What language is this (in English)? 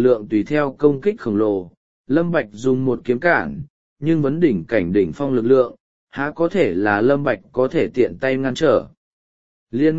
Vietnamese